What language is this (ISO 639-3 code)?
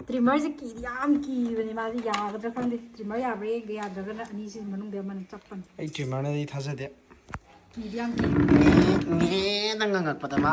mni